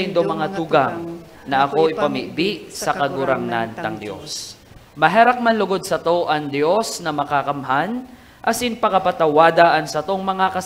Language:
Bikol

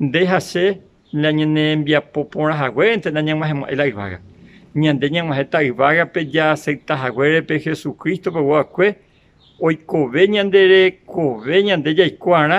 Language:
Guarani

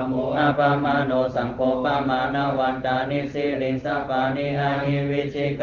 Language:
Pali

